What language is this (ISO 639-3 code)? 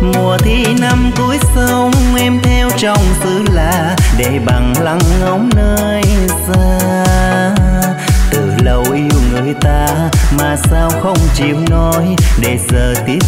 vie